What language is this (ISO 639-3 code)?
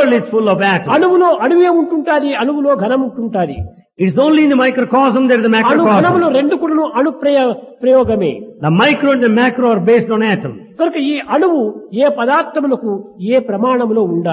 tel